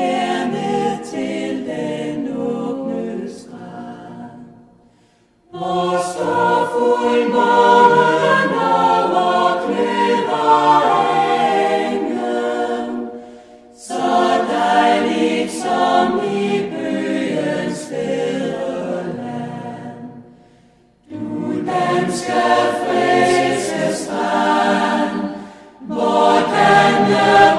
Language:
Danish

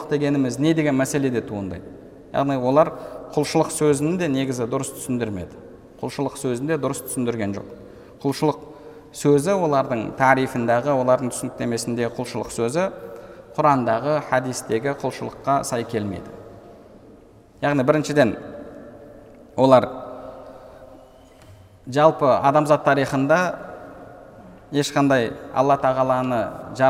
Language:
Kazakh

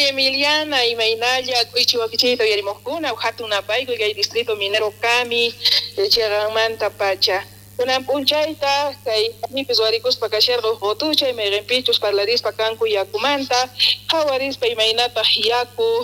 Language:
South Bolivian Quechua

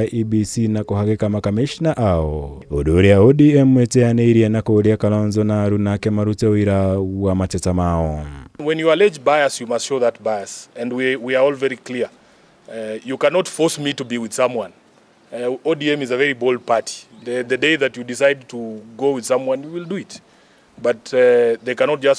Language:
Kikuyu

